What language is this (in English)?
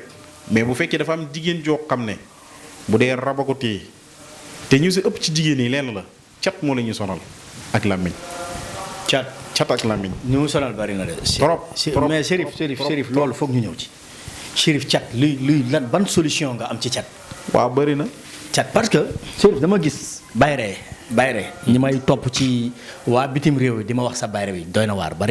Wolof